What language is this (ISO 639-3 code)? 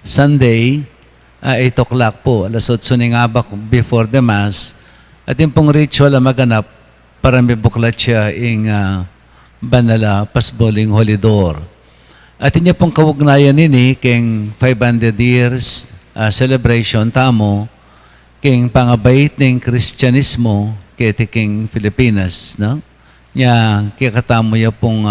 pam